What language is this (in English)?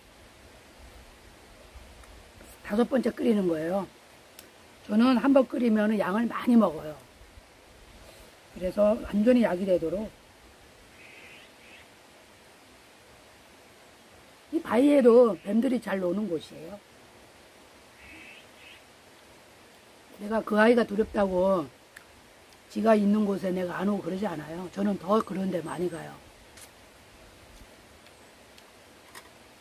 Korean